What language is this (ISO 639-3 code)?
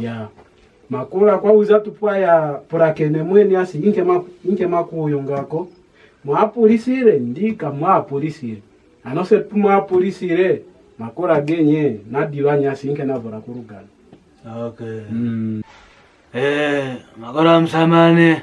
kwn